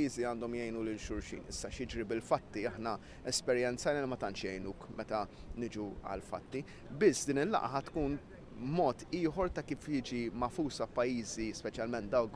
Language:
Maltese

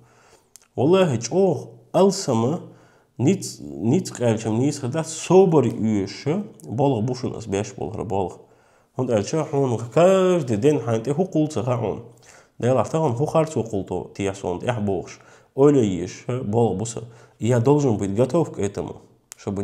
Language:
Chechen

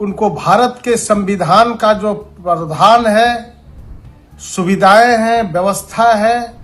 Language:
Riang (India)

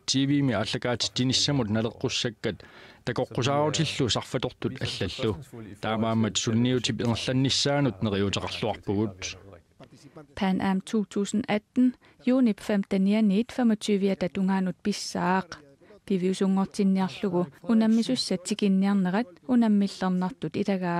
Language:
Kalaallisut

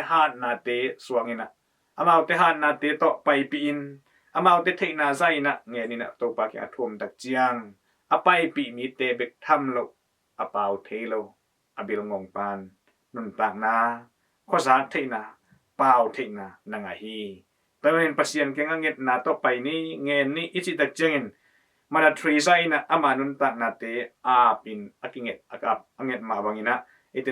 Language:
Tedim Chin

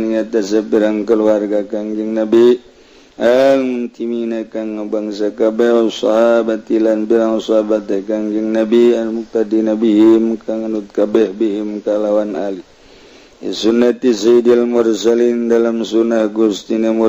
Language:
Sundanese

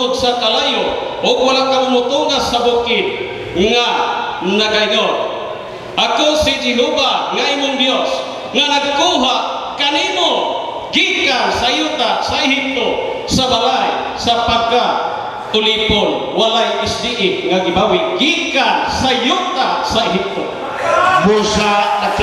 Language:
Cebuano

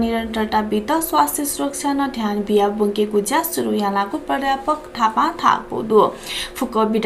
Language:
Newari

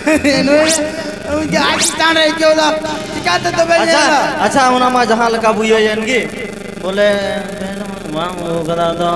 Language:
Santali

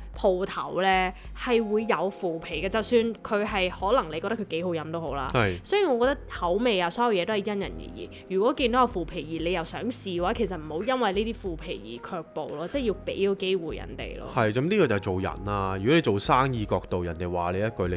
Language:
Cantonese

